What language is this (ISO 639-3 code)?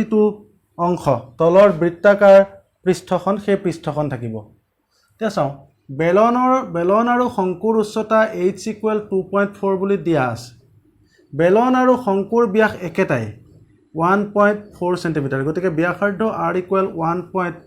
asm